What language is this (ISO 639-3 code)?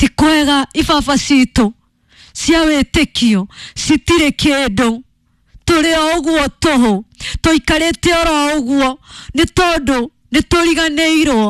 kik